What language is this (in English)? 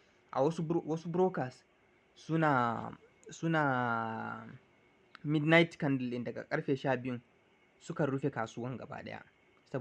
Hausa